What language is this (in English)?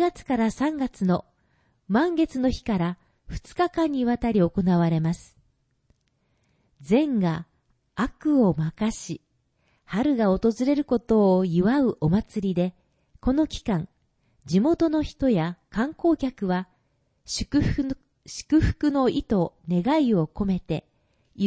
Japanese